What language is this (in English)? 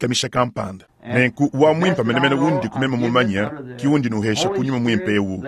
Luba-Lulua